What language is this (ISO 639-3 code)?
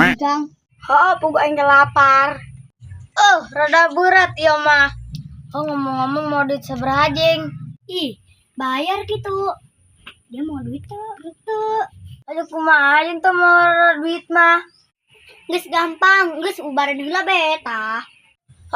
sun